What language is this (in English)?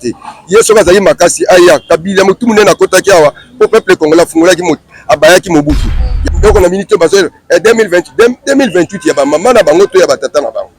Lingala